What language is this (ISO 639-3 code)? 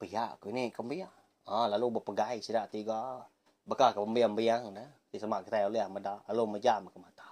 iba